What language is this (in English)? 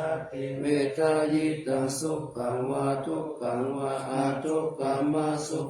Pali